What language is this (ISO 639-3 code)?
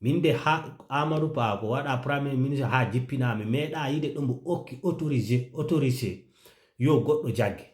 ful